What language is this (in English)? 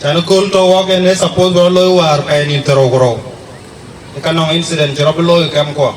Dinka